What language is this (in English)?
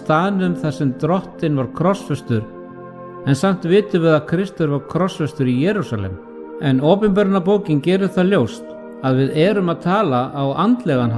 Icelandic